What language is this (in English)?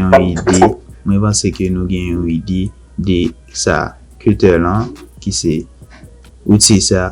Haitian Creole